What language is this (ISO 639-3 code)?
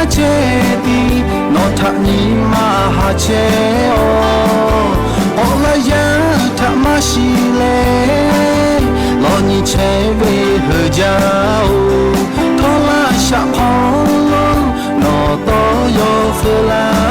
lhu